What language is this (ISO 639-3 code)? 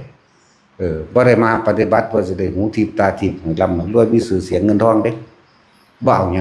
tts